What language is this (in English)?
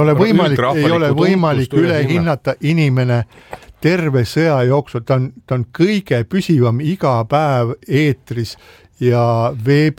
Estonian